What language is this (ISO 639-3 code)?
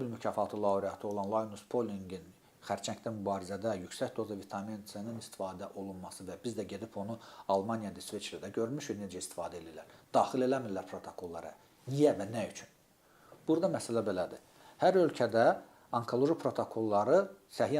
aze